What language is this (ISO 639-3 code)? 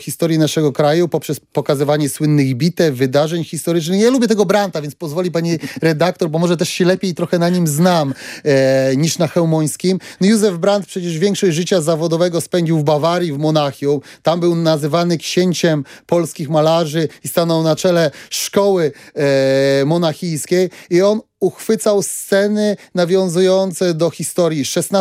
pol